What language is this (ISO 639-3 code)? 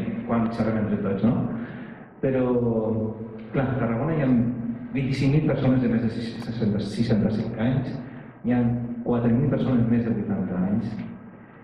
cat